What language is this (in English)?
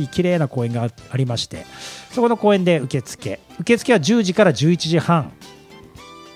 Japanese